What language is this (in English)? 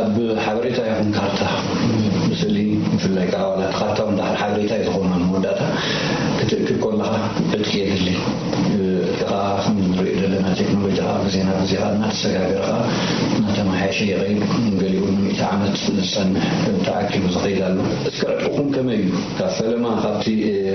Tigrinya